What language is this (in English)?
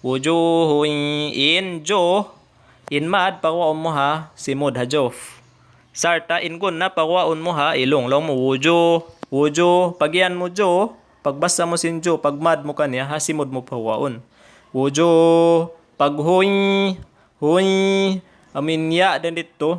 Tausug